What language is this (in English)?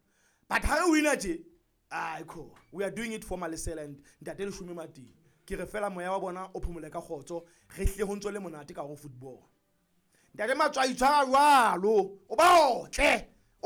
Southern Sotho